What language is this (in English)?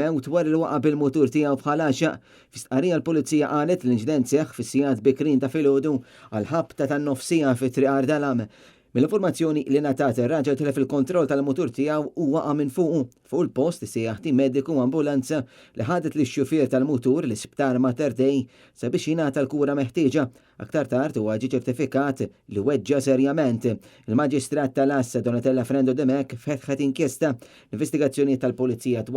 Maltese